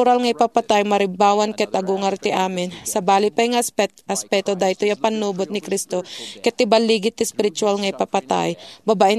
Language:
Iloko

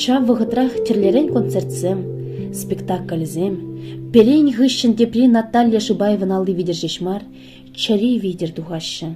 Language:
Chuvash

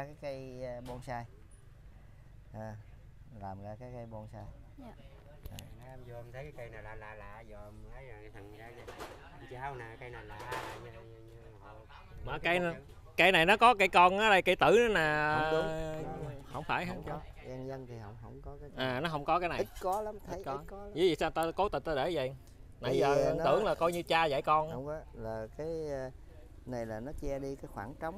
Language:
Vietnamese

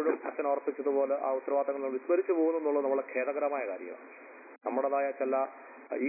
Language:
Malayalam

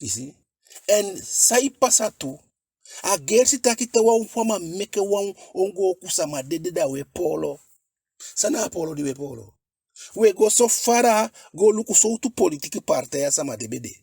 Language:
Eastern Maroon Creole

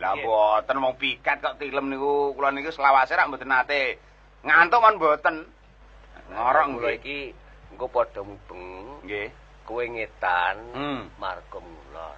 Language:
Javanese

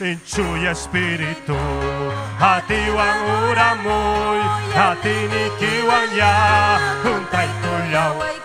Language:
Ayacucho Quechua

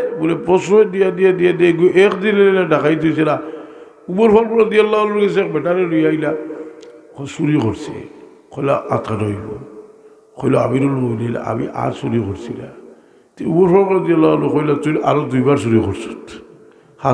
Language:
Sylheti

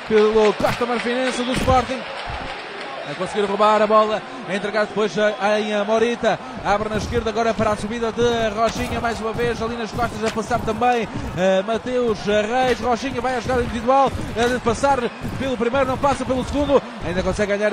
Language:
Portuguese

